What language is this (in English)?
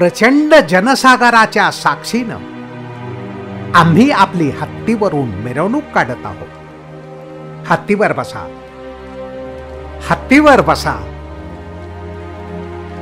Marathi